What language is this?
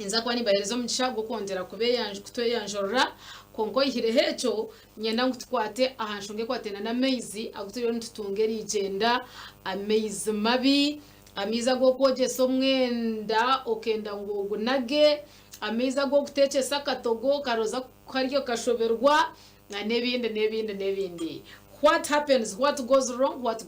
Nyankole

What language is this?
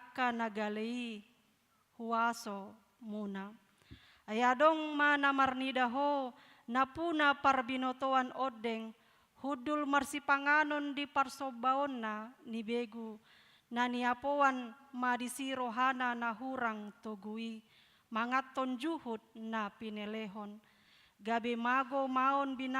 Batak Toba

